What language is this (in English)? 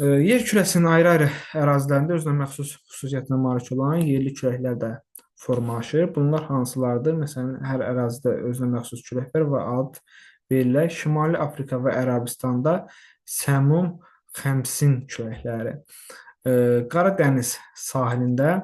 Azerbaijani